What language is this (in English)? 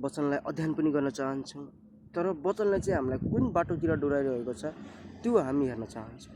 Nepali